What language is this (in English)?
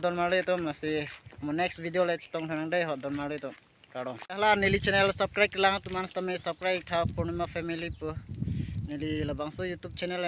Karbi